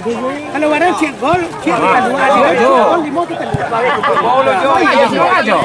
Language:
Minangkabau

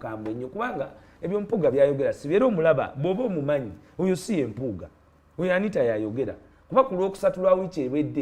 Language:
Ganda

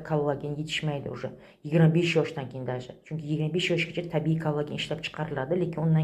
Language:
Uzbek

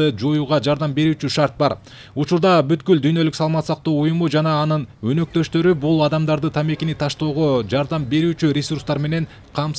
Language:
Kyrgyz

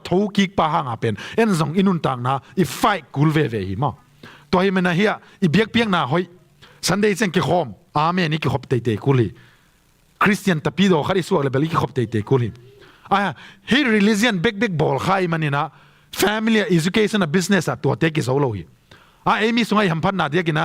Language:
Tedim Chin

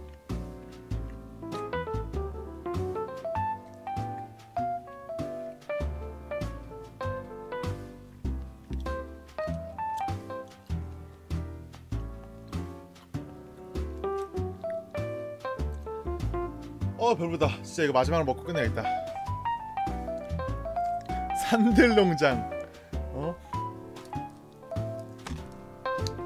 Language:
Korean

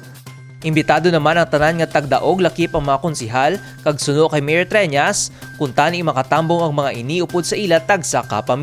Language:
Hiligaynon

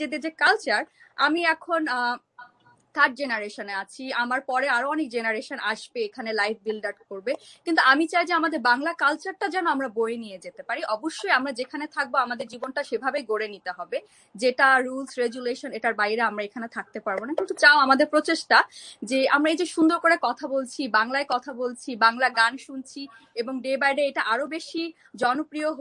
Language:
Bangla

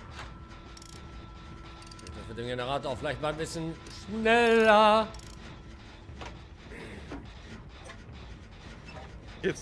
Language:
German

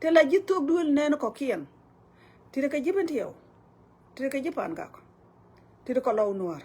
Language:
Nuer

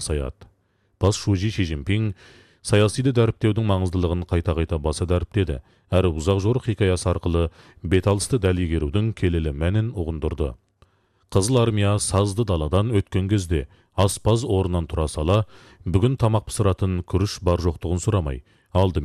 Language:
Kazakh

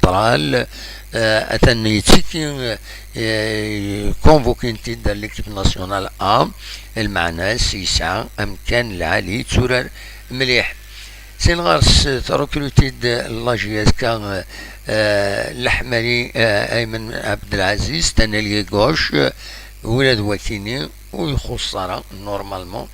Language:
Kabyle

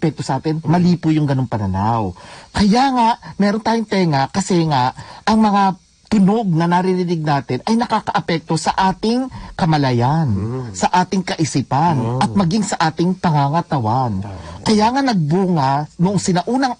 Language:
Filipino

